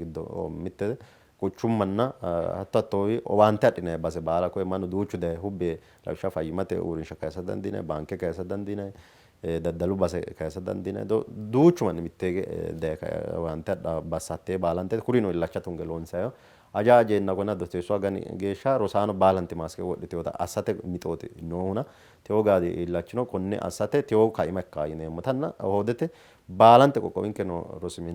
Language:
Sidamo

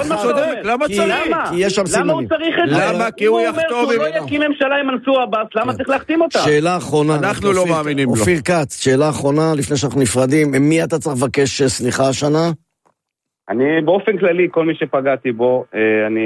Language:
Hebrew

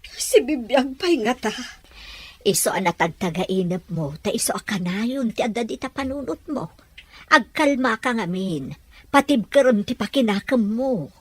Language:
Iloko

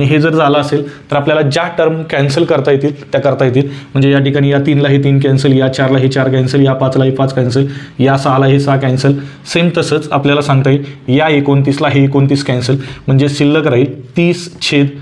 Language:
Marathi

